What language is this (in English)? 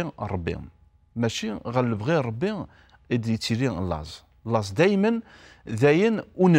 Kabyle